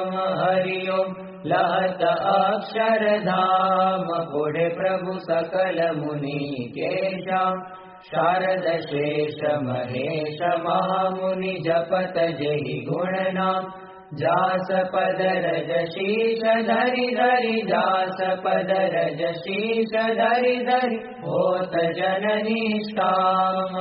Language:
Gujarati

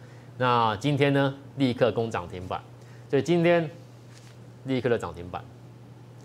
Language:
Chinese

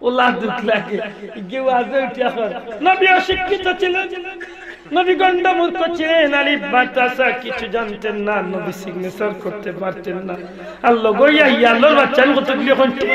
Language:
Sylheti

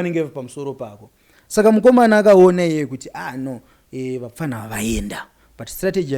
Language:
Shona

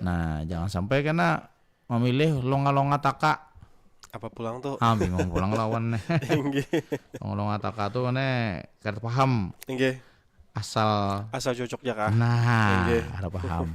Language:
Banjar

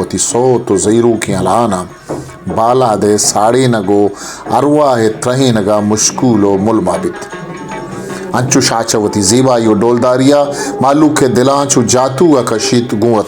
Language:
Baluchi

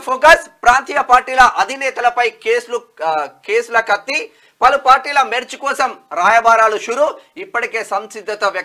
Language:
Telugu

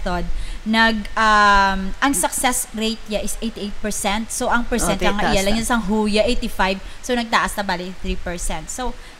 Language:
Hiligaynon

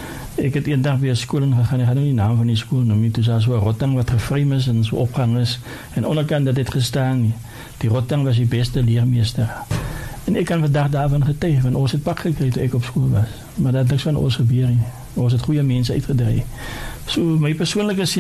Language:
Afrikaans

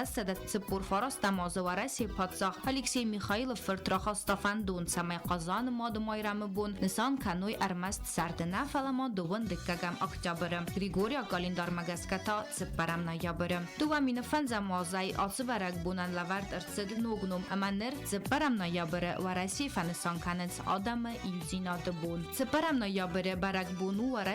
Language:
Ossetic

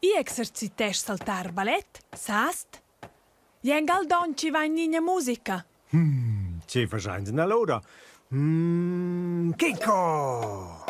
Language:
Romansh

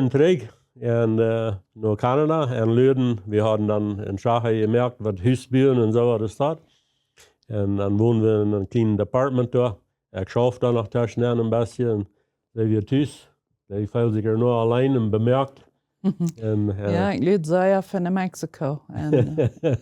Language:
Plautdietsch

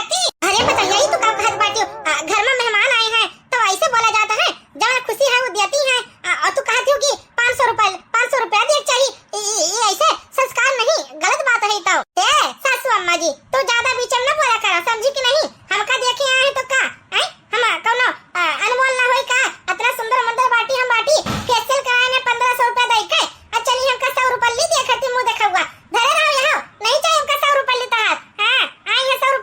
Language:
Awadhi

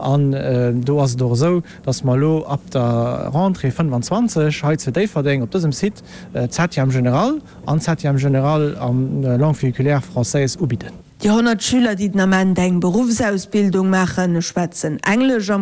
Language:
Luxembourgish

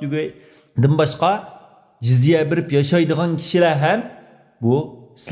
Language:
Uyghur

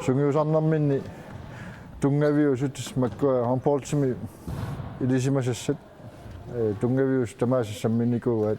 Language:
Kalaallisut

